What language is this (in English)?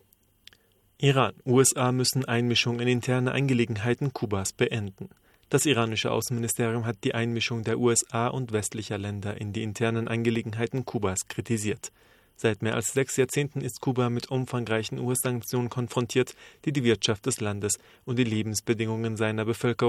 German